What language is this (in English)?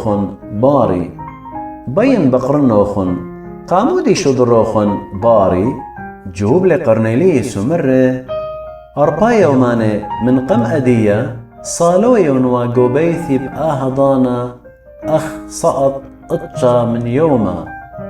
Assyrian Neo-Aramaic